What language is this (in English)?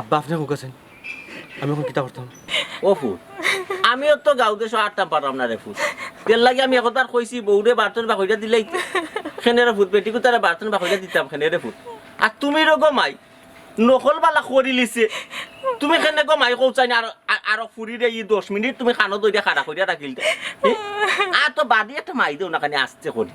Sylheti